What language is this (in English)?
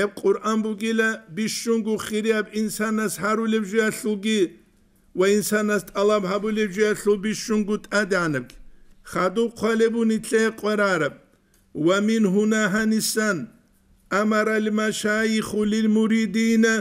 Avaric